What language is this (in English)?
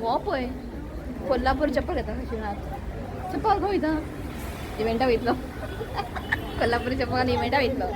Konkani